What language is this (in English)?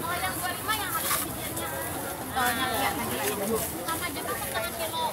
Banjar